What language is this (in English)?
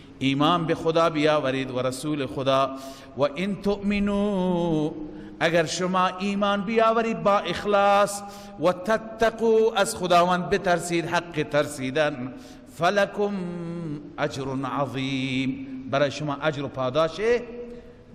Persian